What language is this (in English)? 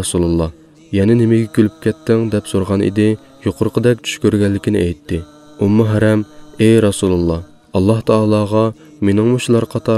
Uyghur